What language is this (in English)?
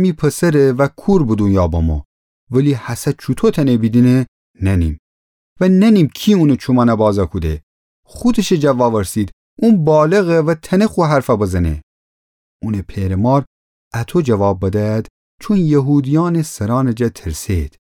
Gilaki